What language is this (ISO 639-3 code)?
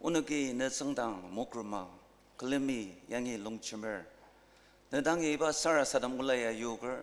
njo